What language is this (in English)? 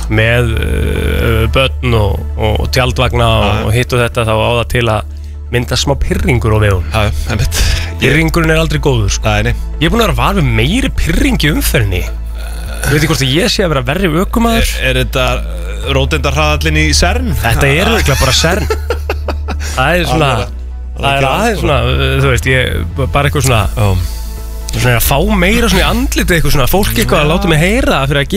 Icelandic